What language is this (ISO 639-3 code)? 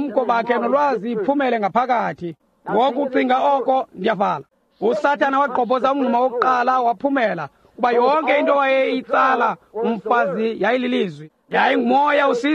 xho